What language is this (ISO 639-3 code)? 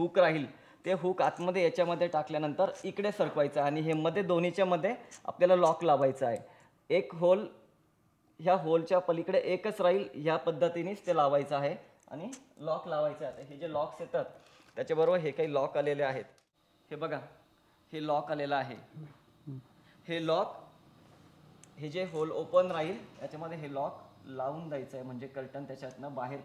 mar